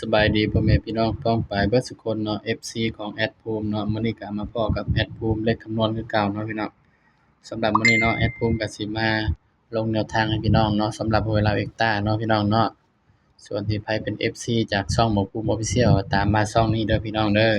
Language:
Northeastern Thai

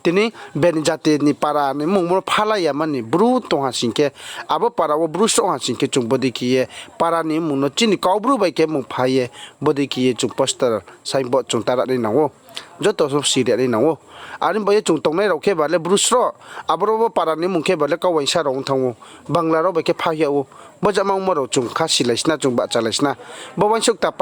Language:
Riang (India)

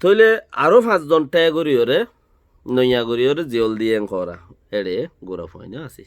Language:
Rohingya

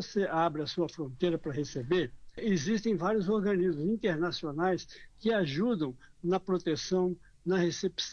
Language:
Portuguese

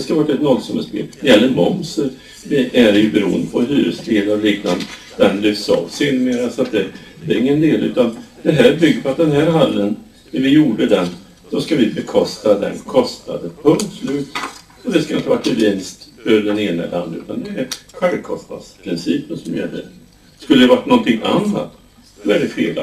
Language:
Swedish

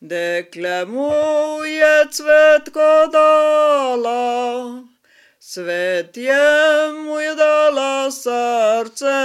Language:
Slovenian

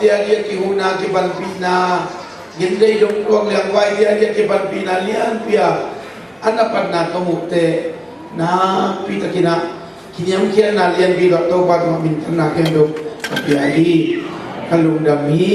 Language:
Tedim Chin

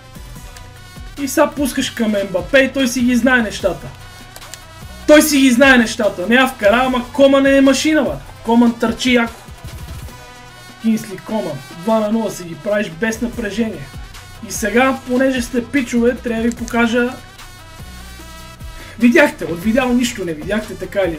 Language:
Bulgarian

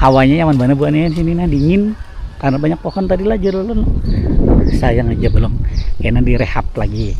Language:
Banjar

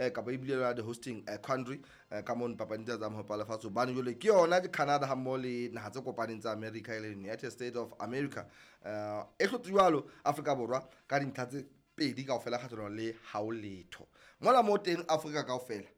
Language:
Southern Sotho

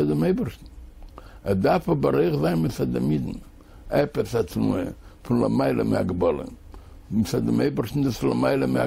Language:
Yiddish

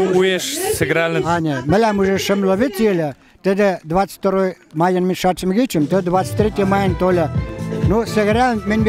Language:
Western Mari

